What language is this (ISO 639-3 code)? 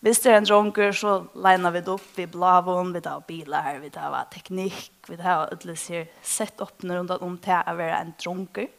fao